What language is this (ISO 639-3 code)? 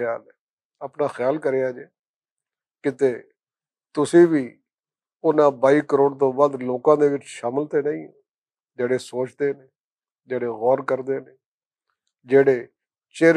lah